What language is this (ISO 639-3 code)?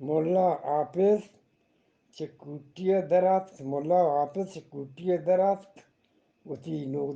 bgp